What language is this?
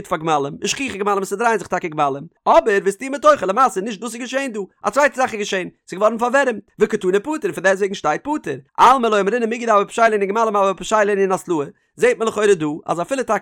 Yiddish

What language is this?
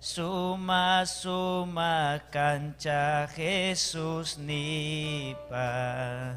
Ayacucho Quechua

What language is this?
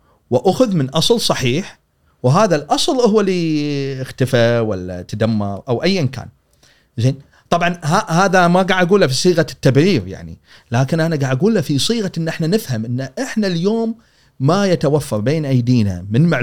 Gulf Arabic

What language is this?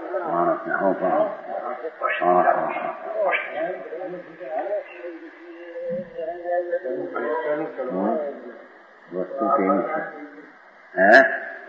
Gujarati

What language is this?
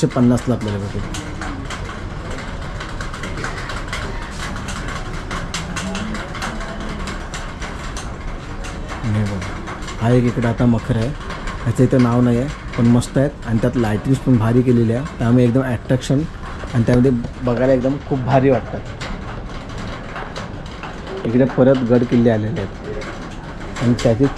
Marathi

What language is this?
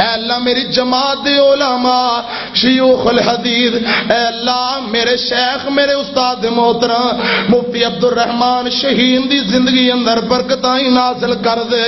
Western Panjabi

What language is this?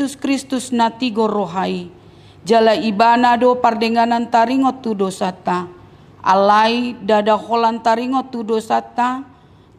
Batak Toba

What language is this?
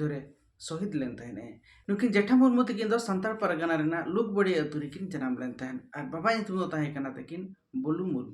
Santali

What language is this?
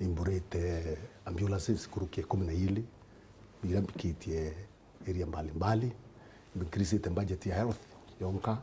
Meru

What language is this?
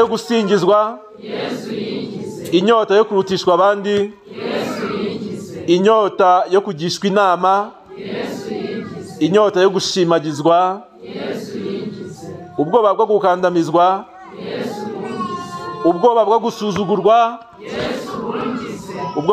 Kinyarwanda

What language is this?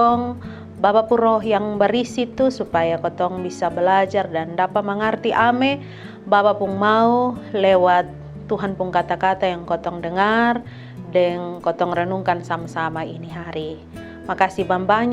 Kupang Malay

